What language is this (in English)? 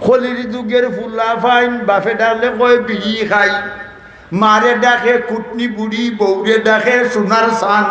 Sylheti